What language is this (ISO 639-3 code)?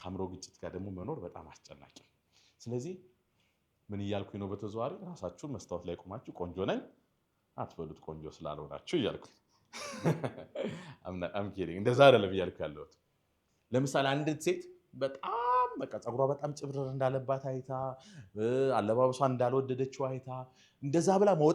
amh